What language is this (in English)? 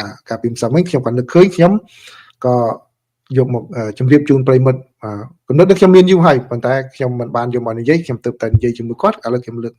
Khmer